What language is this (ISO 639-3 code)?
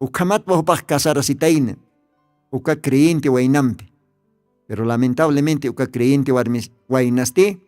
aym